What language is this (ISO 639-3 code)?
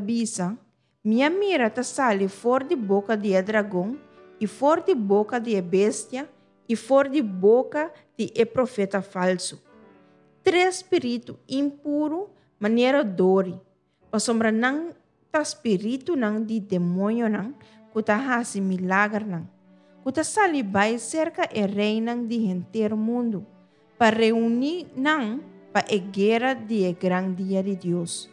pap